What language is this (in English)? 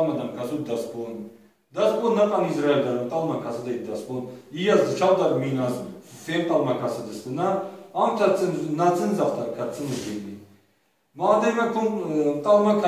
Ossetic